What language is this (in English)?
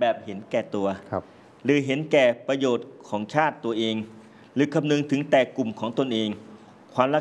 Thai